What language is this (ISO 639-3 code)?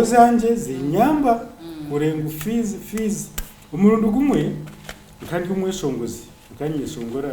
nyn